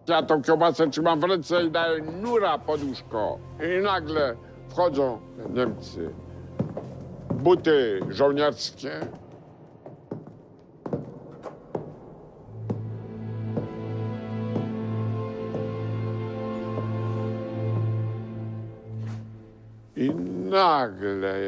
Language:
Polish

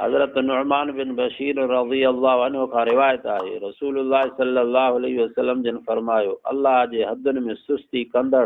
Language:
Sindhi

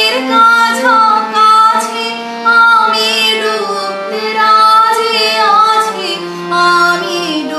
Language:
Bangla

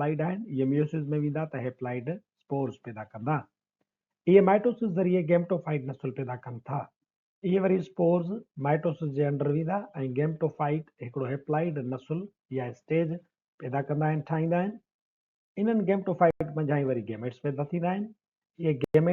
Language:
Sindhi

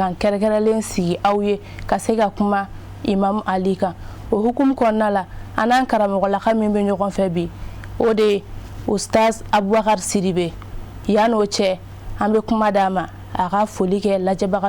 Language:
Bambara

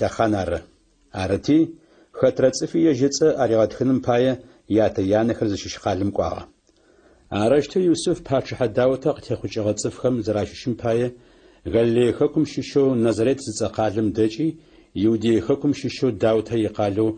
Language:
Adyghe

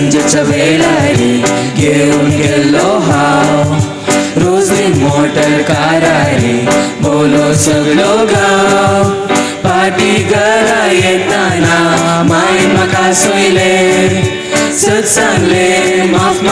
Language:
Konkani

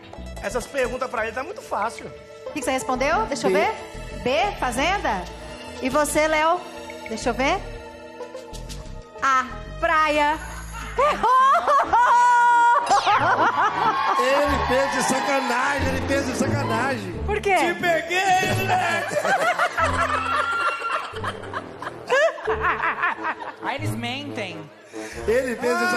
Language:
Portuguese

